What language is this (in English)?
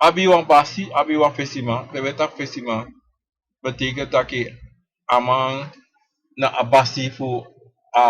Sranan Tongo